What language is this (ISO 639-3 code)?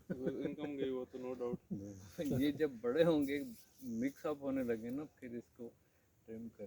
skr